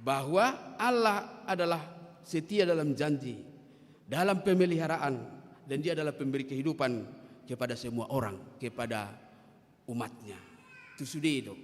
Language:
Batak Toba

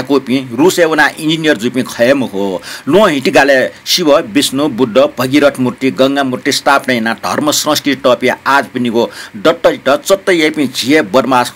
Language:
Newari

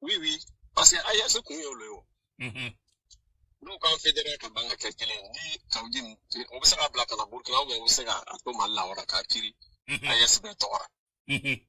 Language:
Bambara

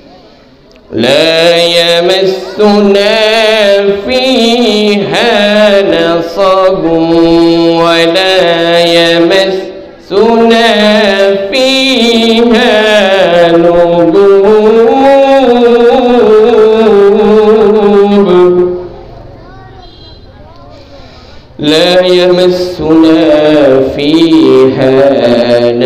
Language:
Bangla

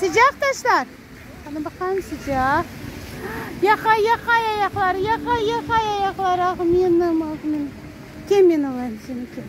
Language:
Crimean Tatar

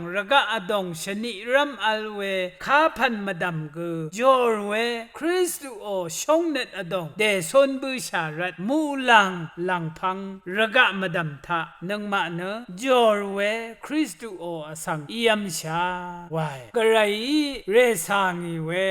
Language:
Rawang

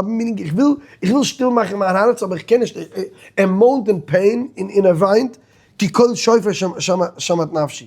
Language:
Yiddish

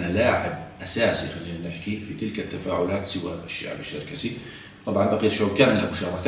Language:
South Levantine Arabic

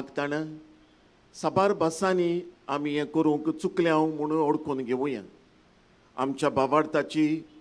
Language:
Konkani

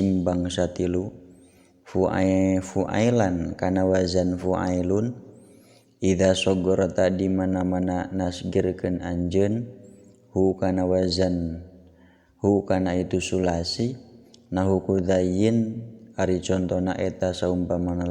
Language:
Sundanese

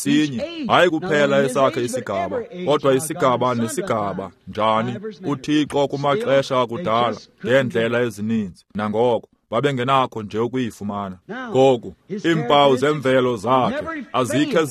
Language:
Xhosa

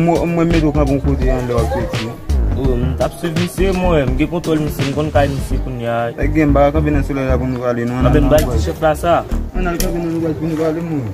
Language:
Haitian Creole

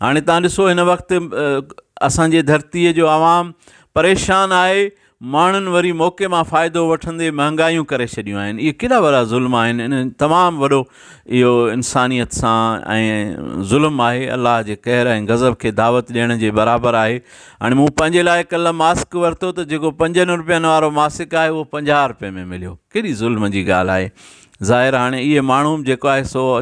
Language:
Sindhi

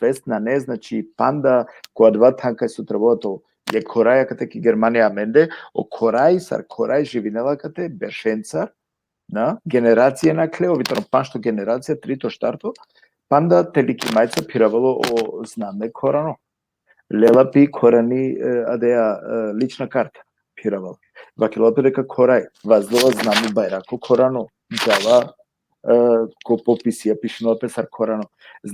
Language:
Balkan Romani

